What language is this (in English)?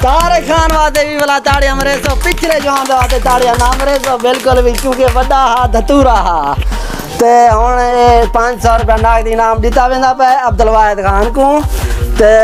Saraiki